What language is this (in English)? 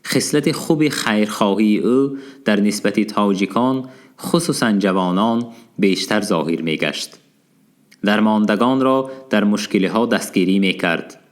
Tajik